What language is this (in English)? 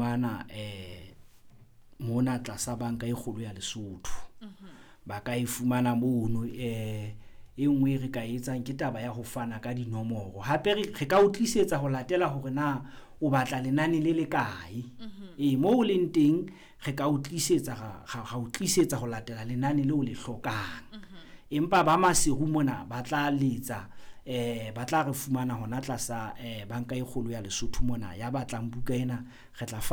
Southern Sotho